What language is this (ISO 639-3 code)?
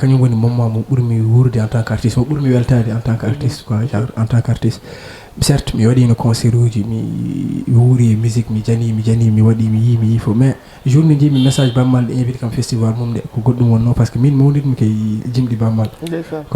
ful